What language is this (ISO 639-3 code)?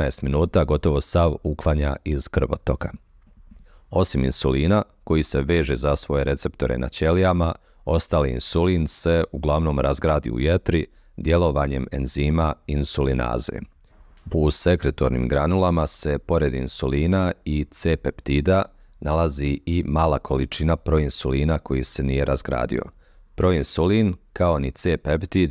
bos